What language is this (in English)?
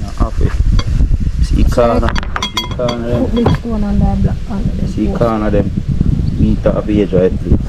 Jamaican Creole English